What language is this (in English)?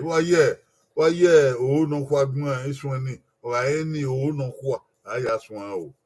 Bini